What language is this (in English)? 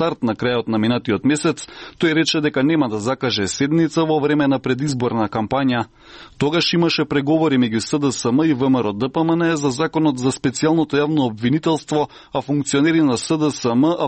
Macedonian